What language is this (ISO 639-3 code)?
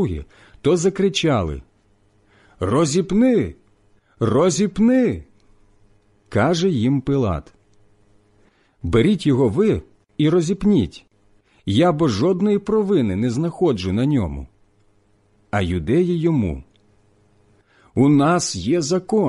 ukr